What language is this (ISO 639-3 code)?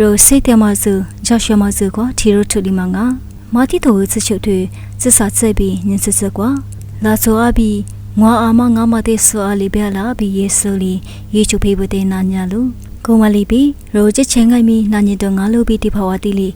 lis